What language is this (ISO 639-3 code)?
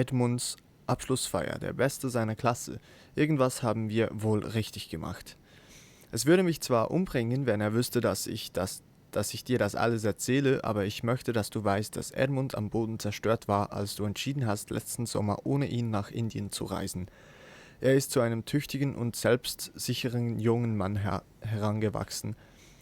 gsw